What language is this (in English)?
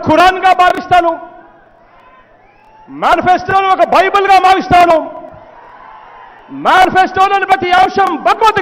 Telugu